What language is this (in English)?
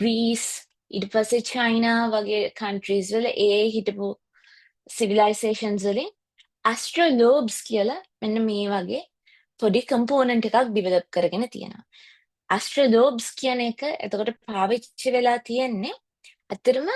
Sinhala